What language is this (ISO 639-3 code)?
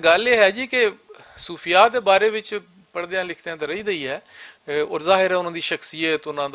lah